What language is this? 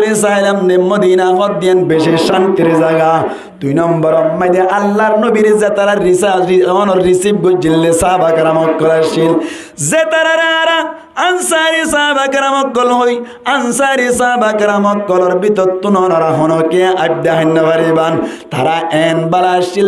Rohingya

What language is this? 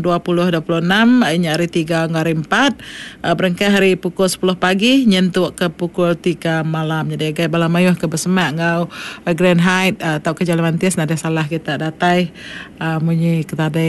Iban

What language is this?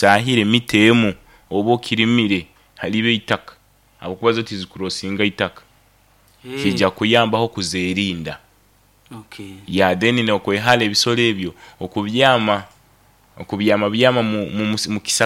Nyoro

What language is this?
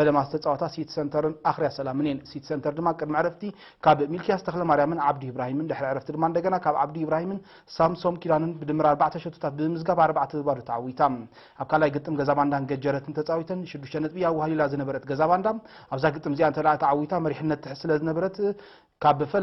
Tigrinya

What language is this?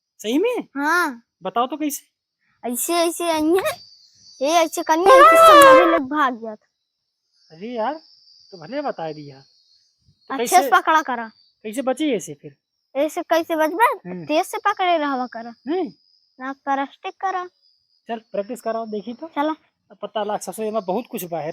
Awadhi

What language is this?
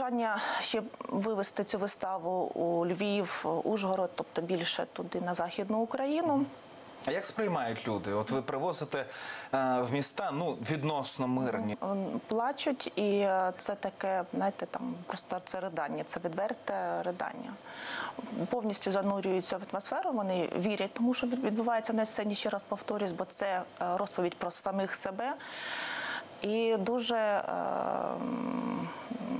Ukrainian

